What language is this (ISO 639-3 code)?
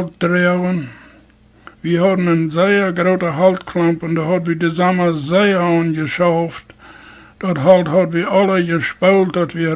pdt